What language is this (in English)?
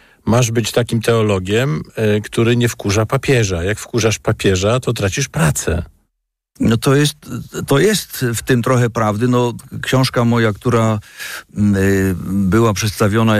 Polish